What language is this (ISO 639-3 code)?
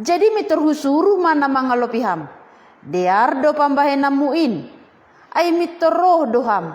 bts